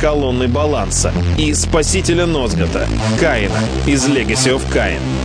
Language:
Russian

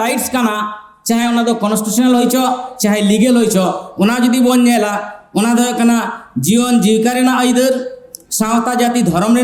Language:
Santali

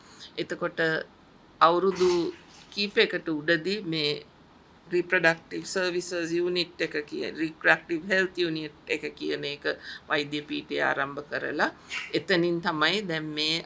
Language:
Sinhala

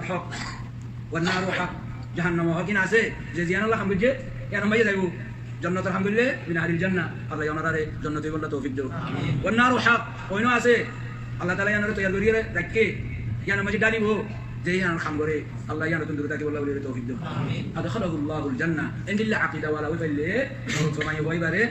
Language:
Rohingya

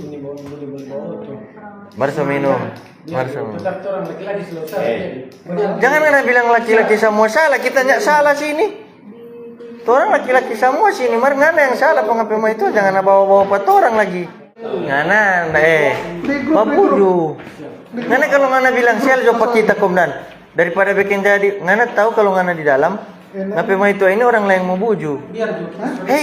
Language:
Manado Malay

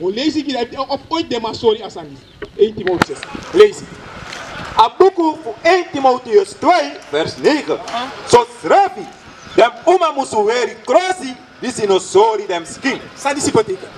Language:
Sranan Tongo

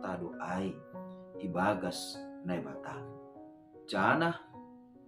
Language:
Batak Simalungun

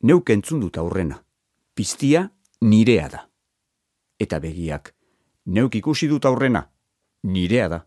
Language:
Basque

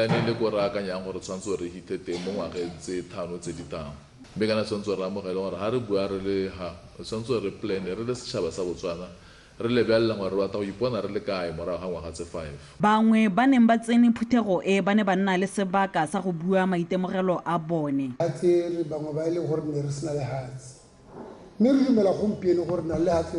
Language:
Tswana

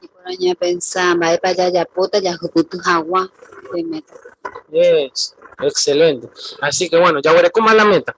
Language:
Guarani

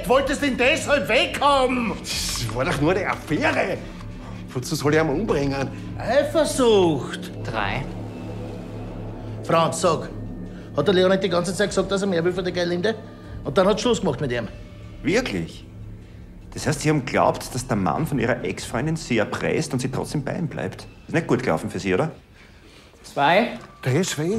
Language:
German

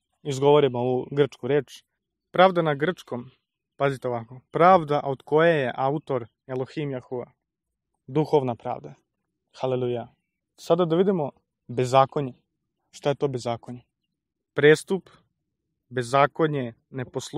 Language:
Serbian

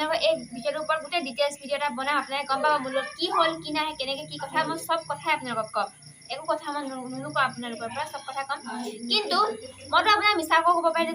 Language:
Assamese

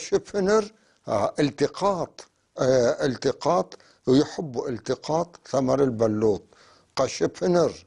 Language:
North Levantine Arabic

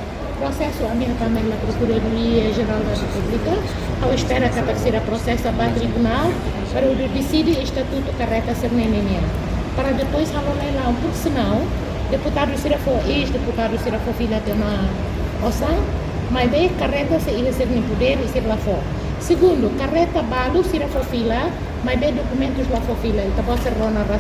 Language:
Tetum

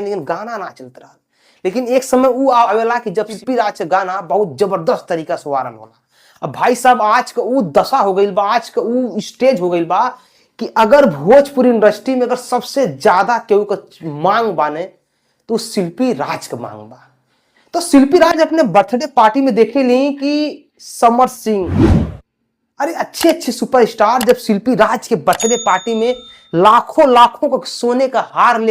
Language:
Bhojpuri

